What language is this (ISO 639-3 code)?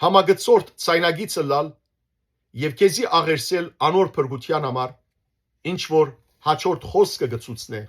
hyw